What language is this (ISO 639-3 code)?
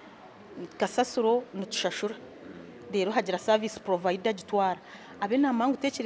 nyn